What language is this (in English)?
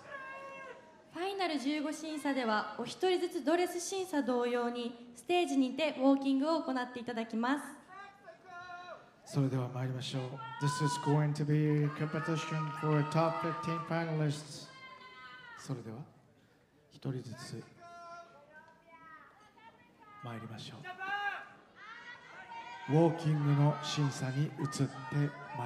Japanese